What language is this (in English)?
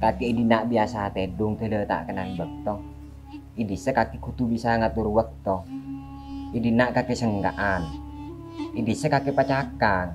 Madurese